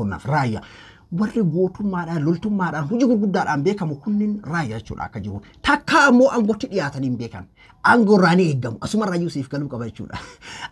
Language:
Oromo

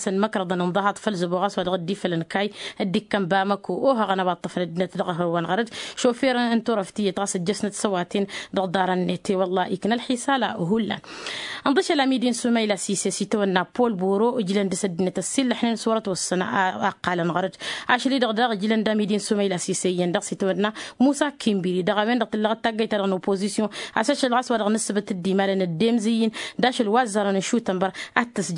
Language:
Tamasheq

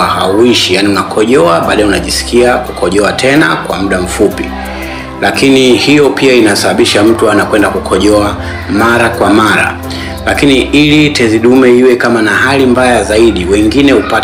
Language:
Swahili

